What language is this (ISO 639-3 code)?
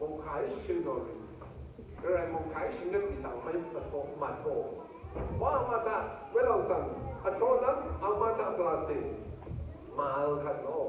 raw